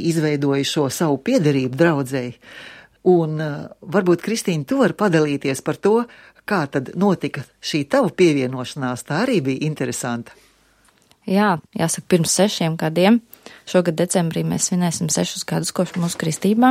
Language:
Latvian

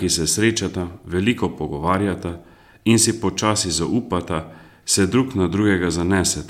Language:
Slovenian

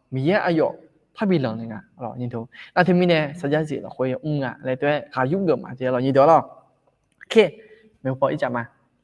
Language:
Akha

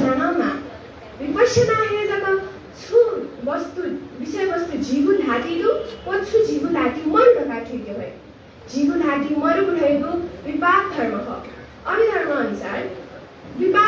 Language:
Newari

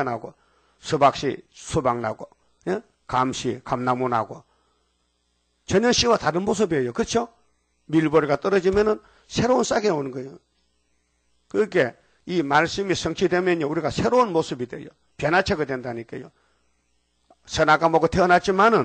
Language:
Korean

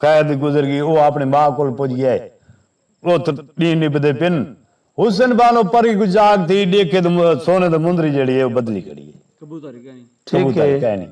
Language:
Saraiki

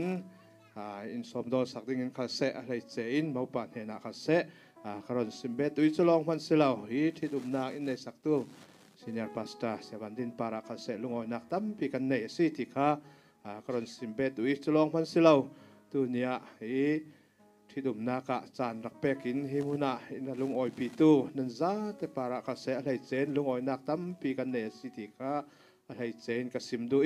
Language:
Falam Chin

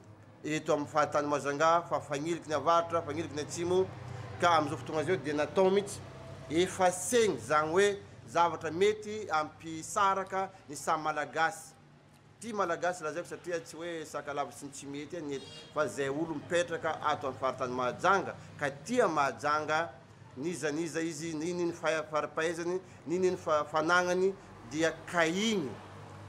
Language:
Malagasy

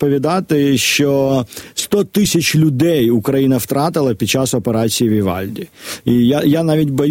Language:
Ukrainian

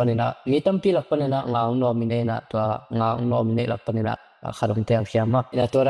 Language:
Tedim Chin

